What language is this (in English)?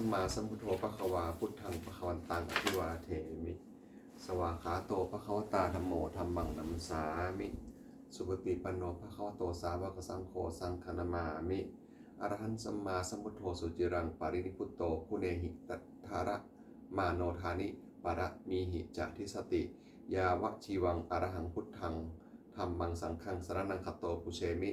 Pali